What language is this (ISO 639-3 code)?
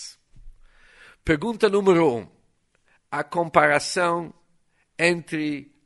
por